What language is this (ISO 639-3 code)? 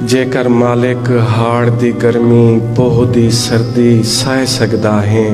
skr